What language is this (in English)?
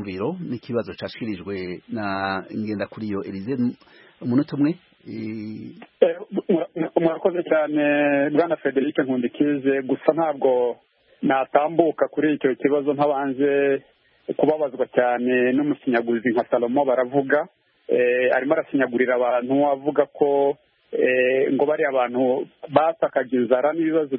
Kinyarwanda